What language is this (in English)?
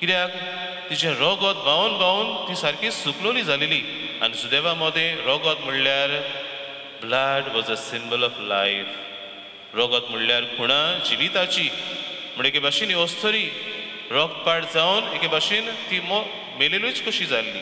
Konkani